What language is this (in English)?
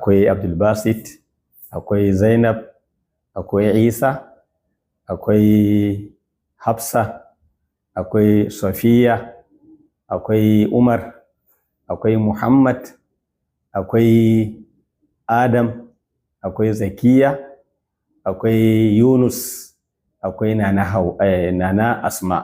Hausa